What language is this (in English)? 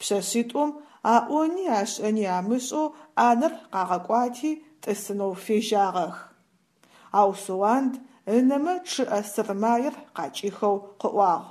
Adyghe